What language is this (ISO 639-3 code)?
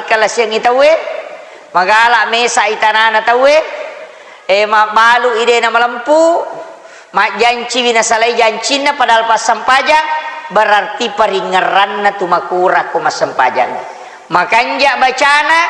bug